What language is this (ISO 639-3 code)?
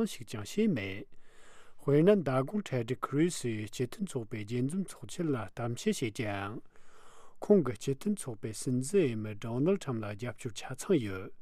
bod